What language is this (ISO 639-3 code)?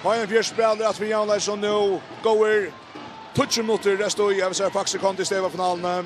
fao